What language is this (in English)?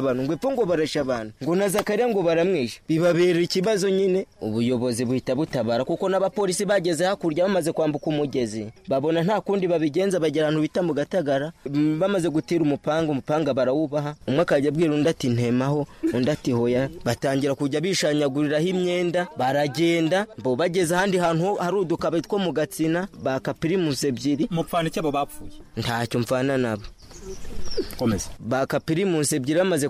Kinyarwanda